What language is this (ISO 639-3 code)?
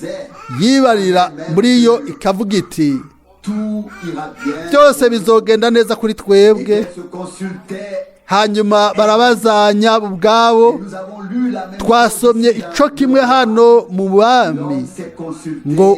run